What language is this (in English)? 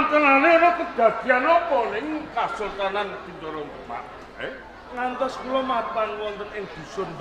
Javanese